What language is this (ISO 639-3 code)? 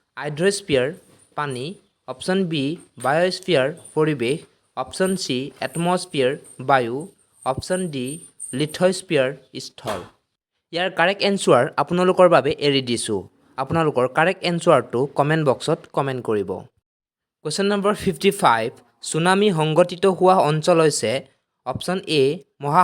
asm